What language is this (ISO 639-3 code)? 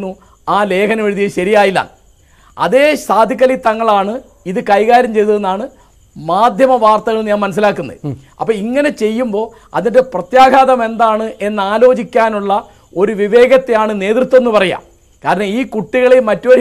mal